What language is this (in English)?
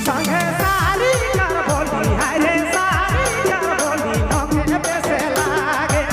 Sadri